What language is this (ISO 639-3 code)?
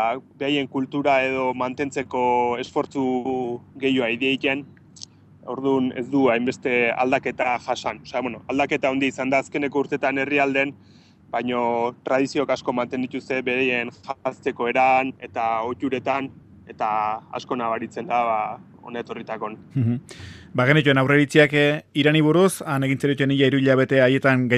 eus